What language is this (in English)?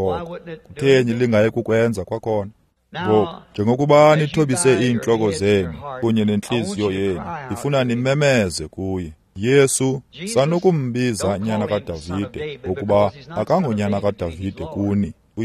Xhosa